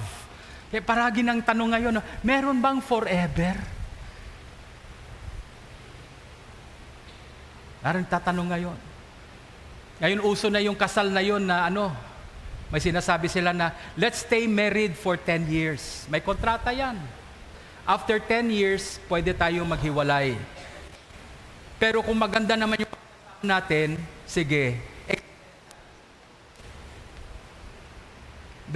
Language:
Filipino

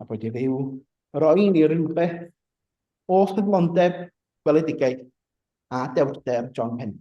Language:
Welsh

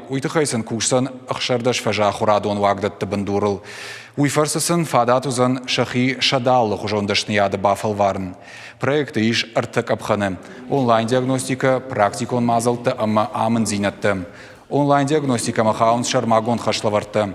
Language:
Ossetic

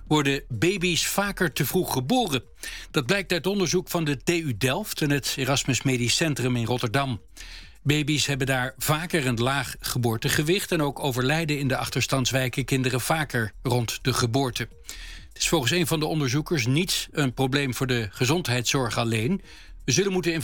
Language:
Dutch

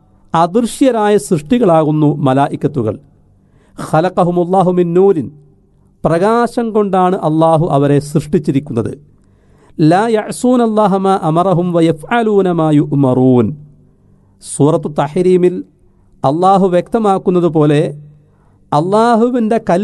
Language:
Malayalam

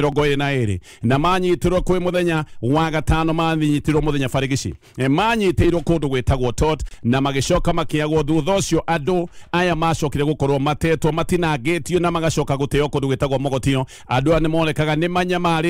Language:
Kikuyu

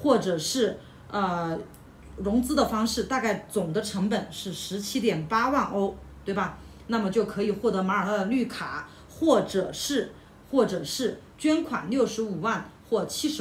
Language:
Chinese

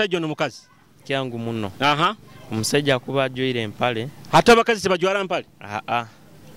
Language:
Nyoro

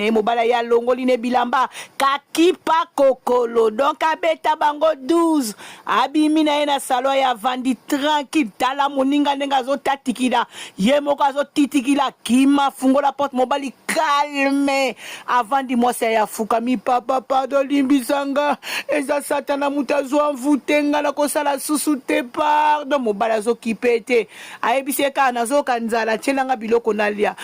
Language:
Lingala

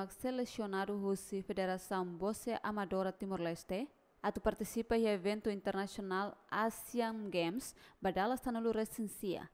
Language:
Tetum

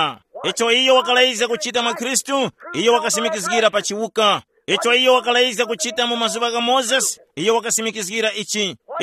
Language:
Tumbuka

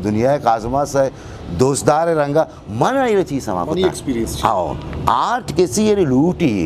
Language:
Eastern Balochi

